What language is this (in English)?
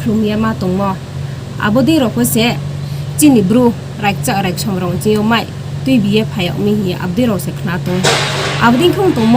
Riang (India)